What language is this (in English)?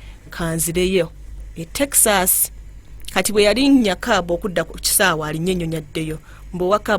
Ganda